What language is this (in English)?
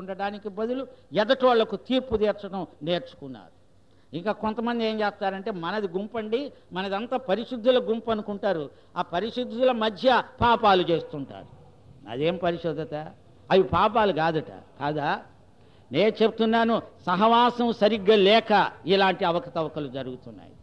Telugu